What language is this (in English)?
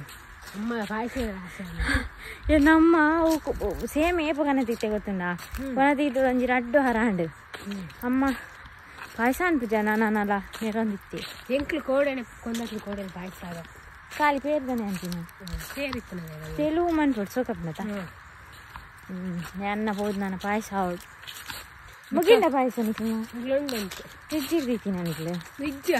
Tulu